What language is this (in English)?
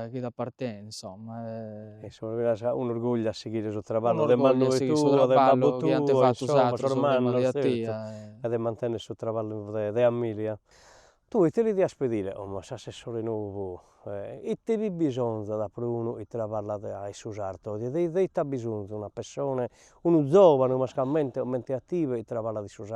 Sardinian